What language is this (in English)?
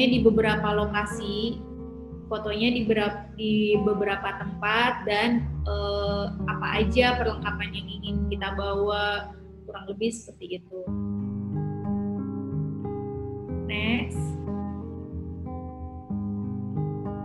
Indonesian